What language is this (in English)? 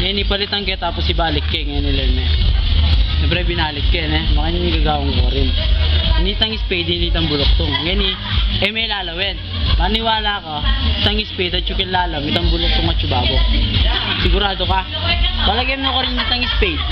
Pampanga